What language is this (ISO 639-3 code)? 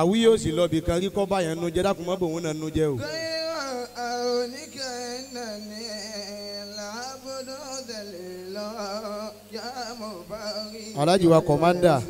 yor